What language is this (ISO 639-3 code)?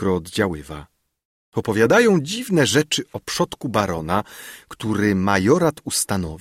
pol